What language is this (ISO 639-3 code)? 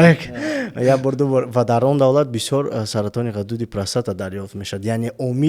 tgk